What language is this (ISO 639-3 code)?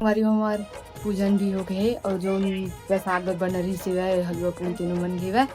hne